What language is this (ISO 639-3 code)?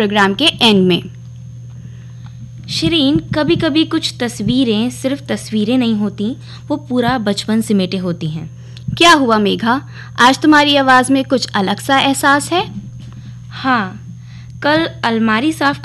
hin